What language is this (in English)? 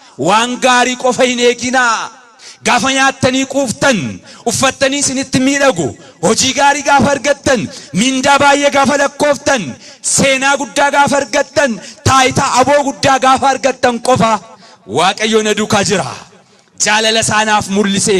Oromo